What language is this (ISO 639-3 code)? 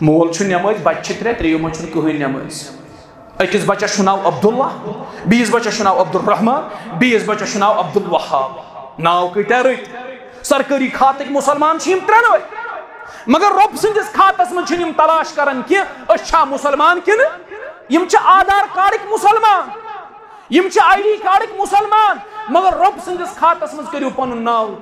kas